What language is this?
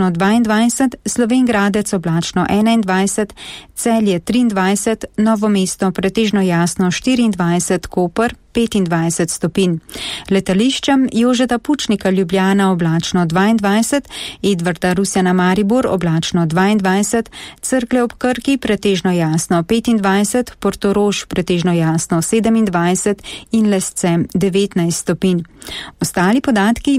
Slovenian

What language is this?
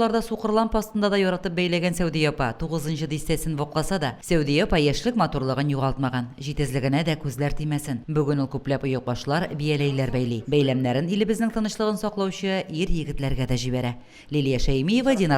Tatar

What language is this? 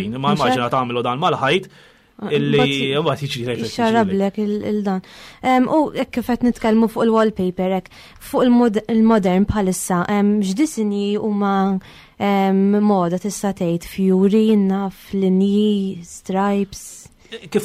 Maltese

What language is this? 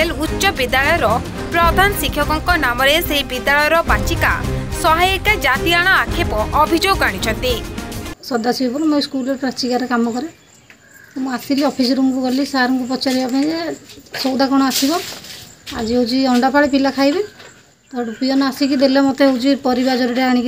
Odia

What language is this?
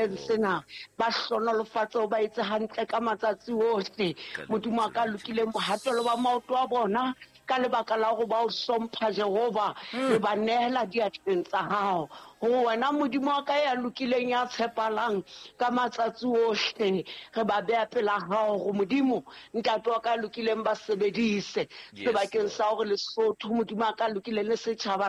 Southern Sotho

